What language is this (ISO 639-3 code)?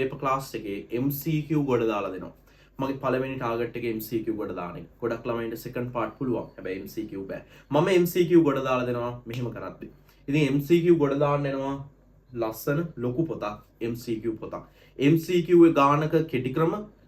sin